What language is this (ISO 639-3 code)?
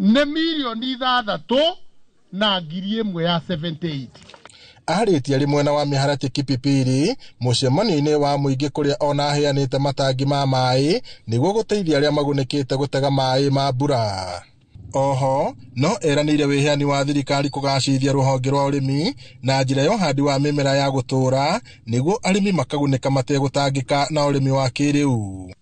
kik